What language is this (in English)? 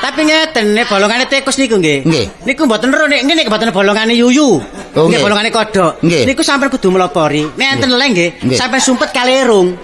Javanese